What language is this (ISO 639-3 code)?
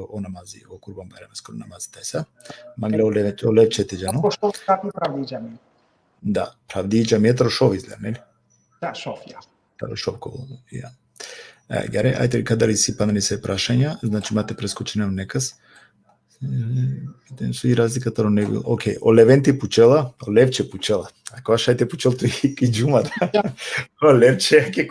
rmn